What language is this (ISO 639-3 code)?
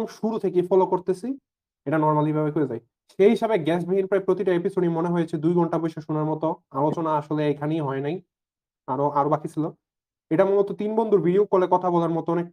ben